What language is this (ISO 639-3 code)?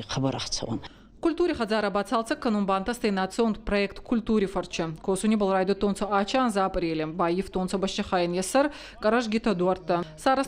oss